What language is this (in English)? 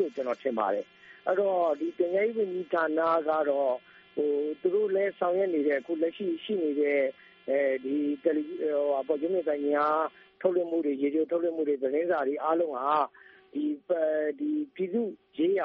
Burmese